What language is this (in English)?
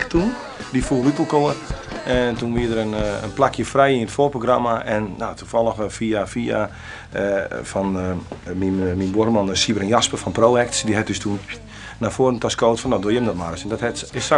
Western Frisian